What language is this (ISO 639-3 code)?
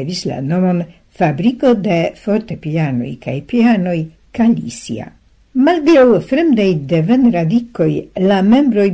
epo